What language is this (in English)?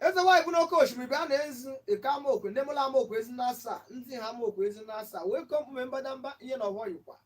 Igbo